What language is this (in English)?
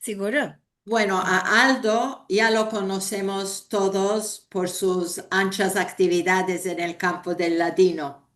Ladino